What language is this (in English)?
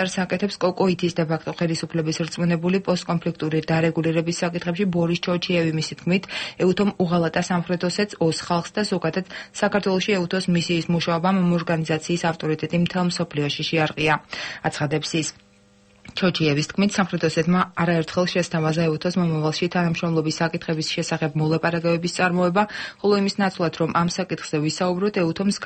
Georgian